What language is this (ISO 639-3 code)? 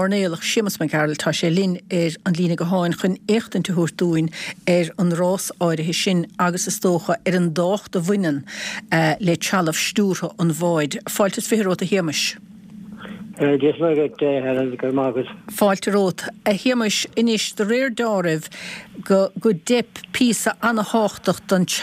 gle